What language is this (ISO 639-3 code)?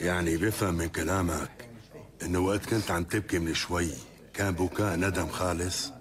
apc